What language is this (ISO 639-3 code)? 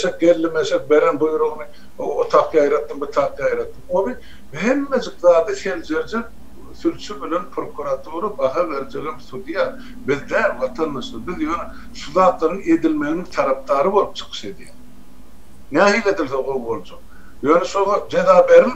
tuk